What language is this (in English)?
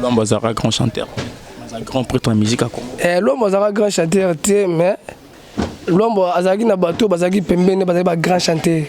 Lingala